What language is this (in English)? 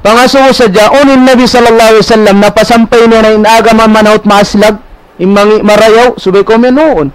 Tausug